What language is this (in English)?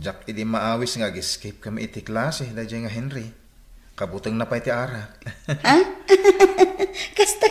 Iloko